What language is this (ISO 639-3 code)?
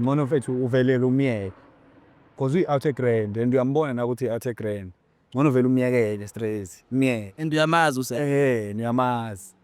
zul